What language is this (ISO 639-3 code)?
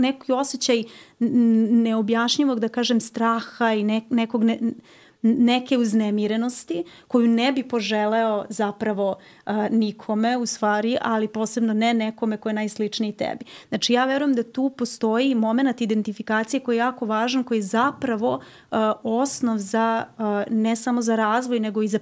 srp